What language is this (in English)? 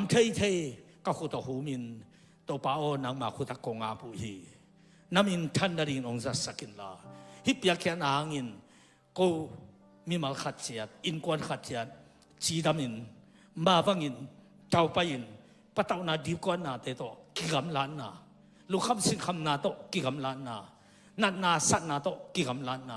Tedim Chin